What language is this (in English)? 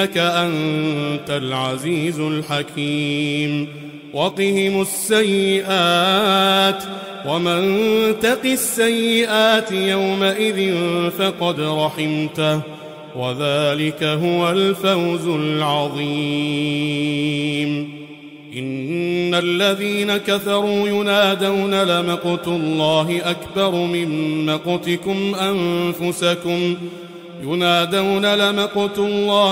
Arabic